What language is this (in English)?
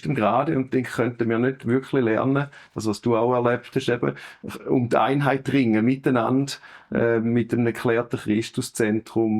Swiss German